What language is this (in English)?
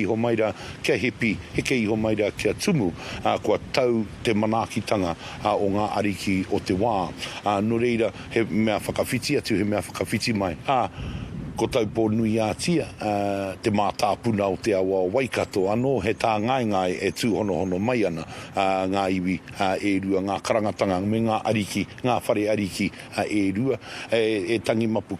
Māori